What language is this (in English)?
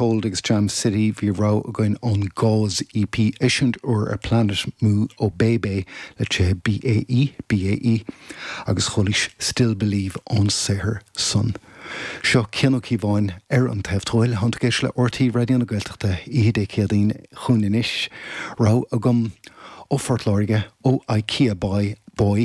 Irish